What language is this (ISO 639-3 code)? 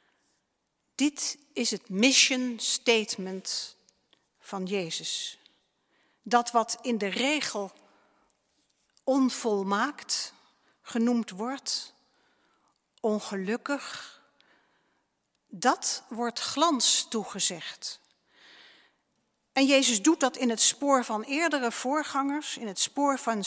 nld